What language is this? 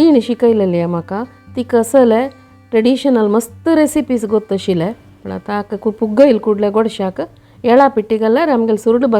Konkani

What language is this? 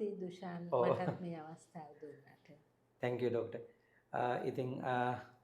Sinhala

